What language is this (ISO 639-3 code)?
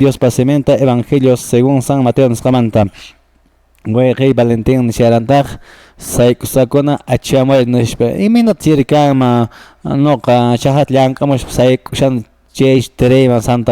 que